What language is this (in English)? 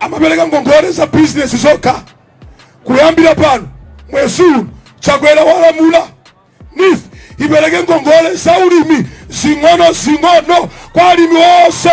Nyanja